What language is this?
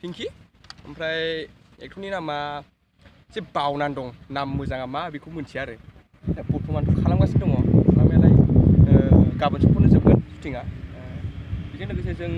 Bodo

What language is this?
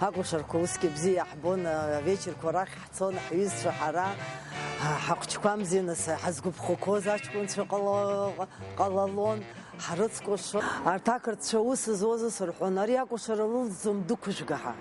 Abkhazian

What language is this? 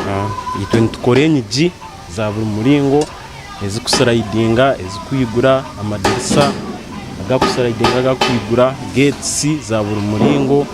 Tooro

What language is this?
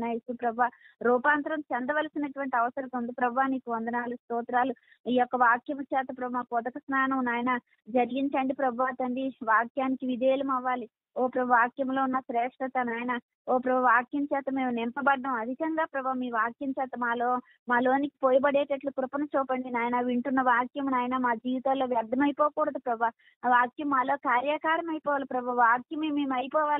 Telugu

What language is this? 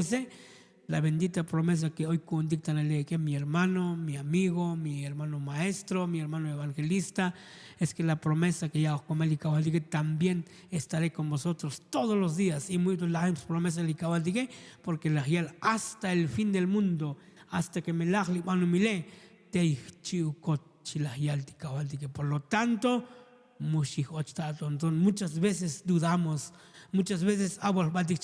Tzotzil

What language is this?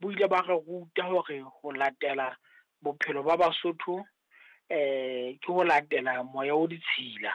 Southern Sotho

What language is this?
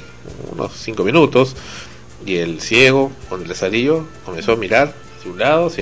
Spanish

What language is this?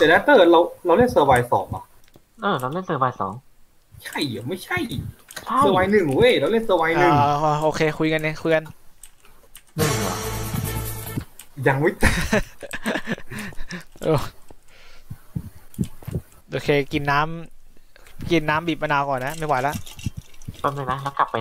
Thai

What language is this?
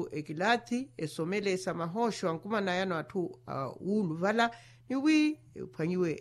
Makhuwa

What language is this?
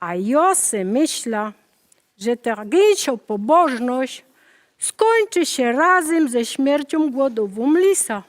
Silesian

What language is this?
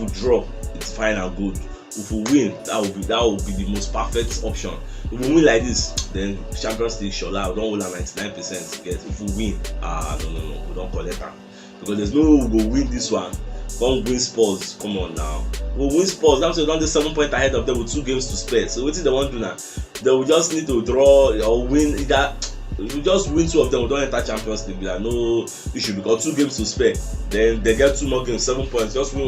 Nigerian Pidgin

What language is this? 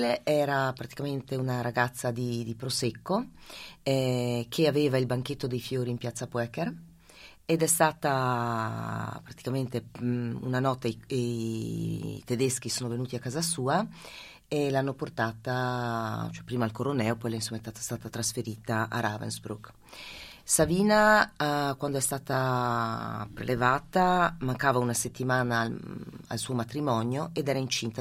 Italian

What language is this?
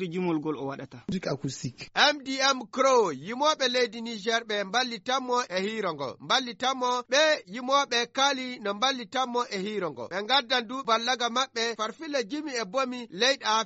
Nigerian Fulfulde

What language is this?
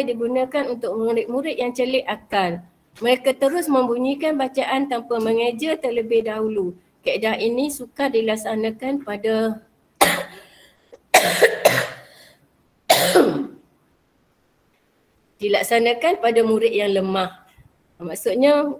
Malay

